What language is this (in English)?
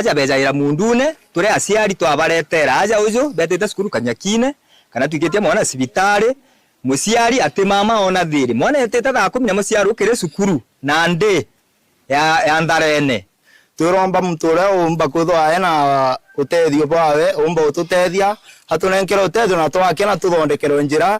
Meru